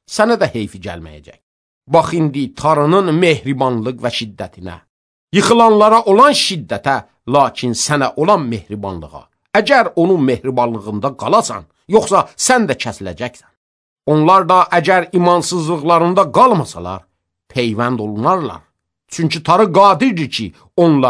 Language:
Azerbaijani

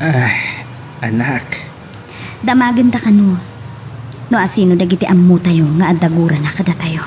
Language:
Iloko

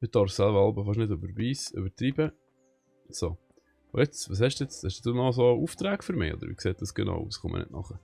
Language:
Swiss German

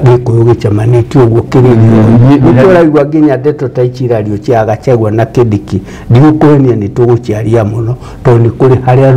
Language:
Kikuyu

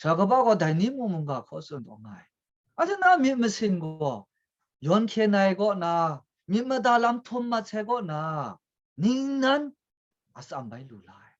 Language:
Kachin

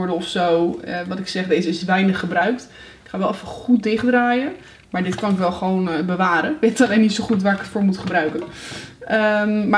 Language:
Dutch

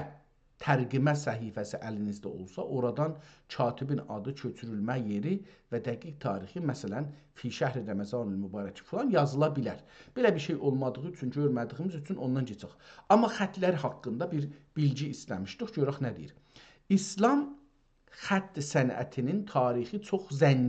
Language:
South Azerbaijani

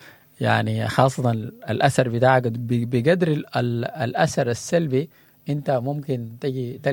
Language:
Sudanese Arabic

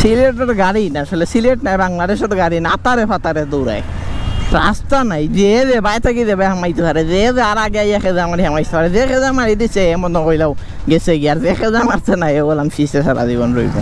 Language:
Sylheti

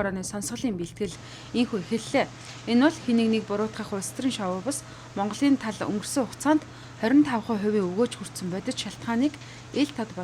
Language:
Mongolian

